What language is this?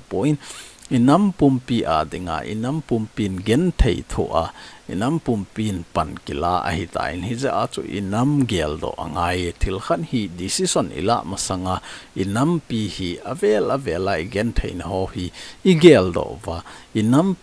Thado Chin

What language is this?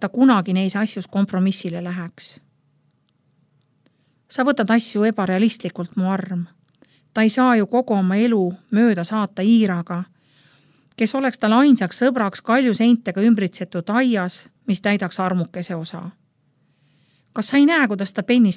Estonian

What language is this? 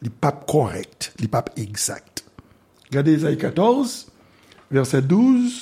Haitian Creole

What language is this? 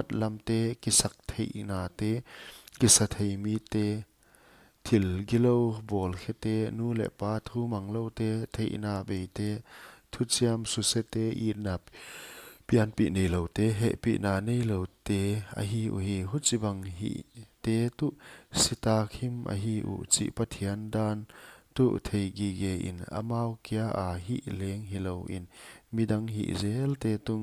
Paite Chin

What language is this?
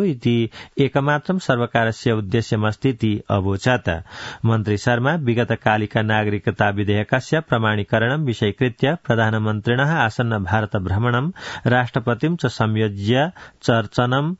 Sanskrit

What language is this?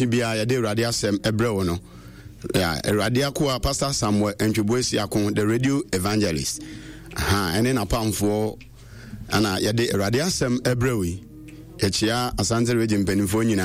Akan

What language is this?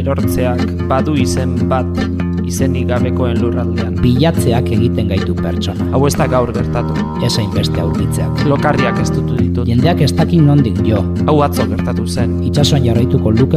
Basque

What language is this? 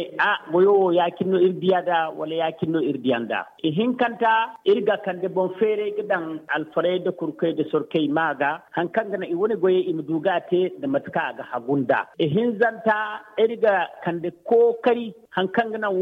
Zarma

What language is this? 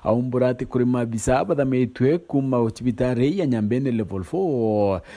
Meru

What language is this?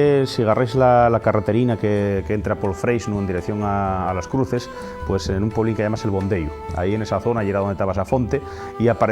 Asturian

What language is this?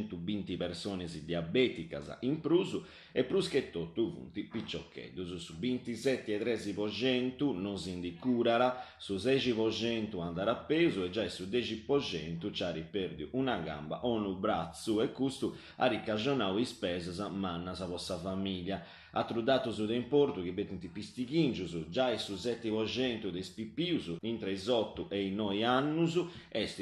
Sardinian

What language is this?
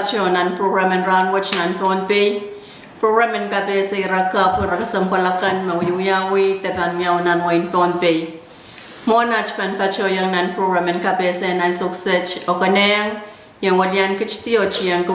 Pohnpeian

